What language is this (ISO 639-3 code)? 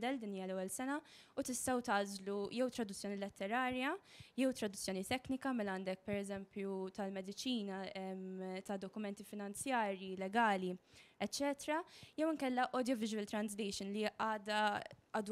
mlt